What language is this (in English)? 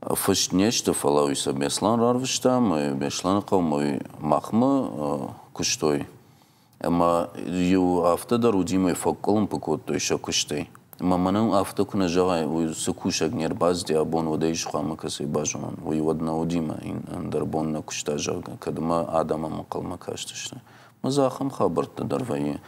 Ossetic